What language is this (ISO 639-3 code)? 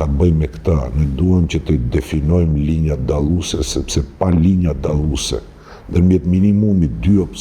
sqi